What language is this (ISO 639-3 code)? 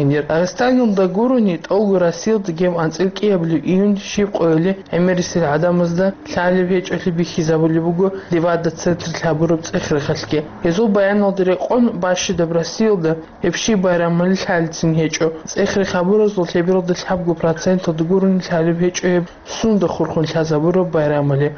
ava